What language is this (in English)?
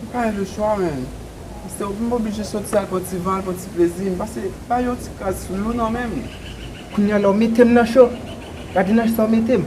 Haitian Creole